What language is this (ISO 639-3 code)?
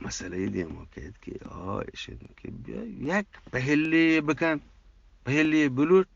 bgp